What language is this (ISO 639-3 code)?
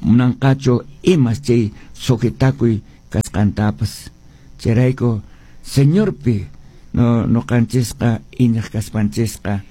que